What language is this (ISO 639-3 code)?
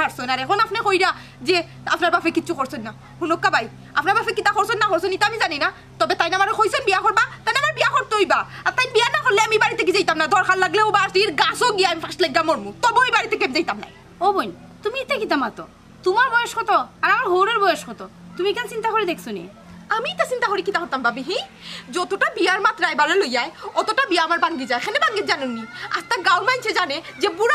syl